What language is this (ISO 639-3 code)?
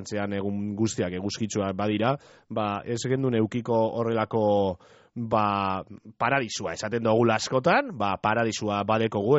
eus